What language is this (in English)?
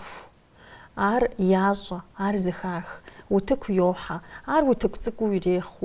Kabardian